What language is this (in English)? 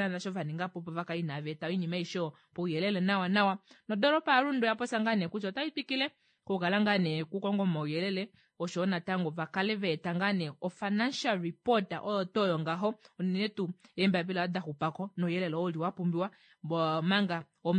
Kuanyama